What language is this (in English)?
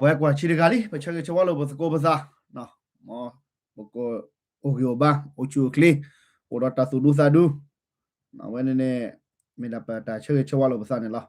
S'gaw Karen